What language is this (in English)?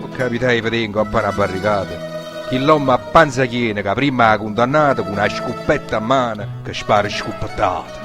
Neapolitan